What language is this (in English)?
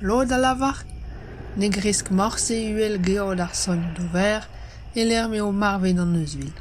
Breton